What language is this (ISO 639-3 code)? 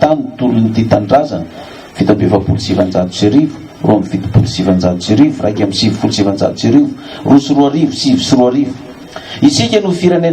mlg